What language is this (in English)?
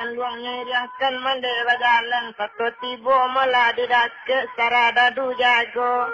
Minangkabau